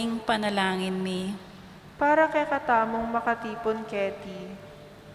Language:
Pampanga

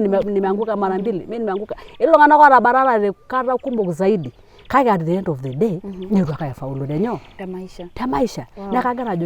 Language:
Masai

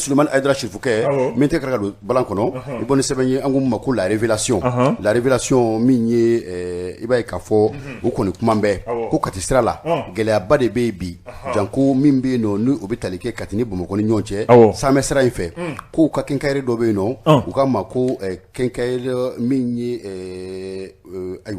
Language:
Bambara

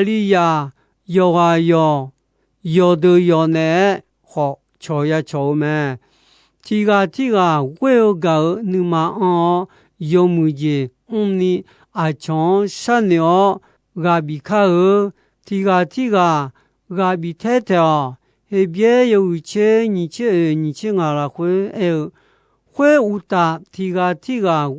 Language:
Akha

